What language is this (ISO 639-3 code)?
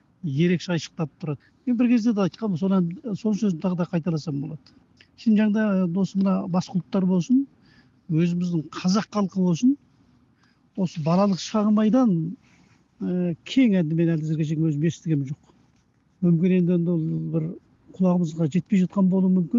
kaz